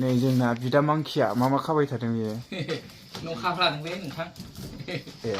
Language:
Bodo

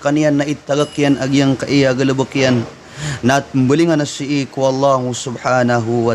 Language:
Maranao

